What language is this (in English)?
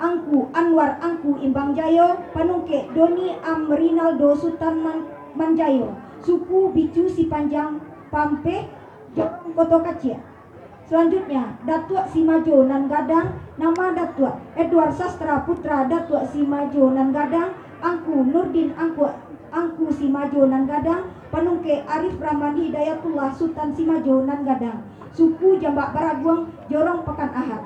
Minangkabau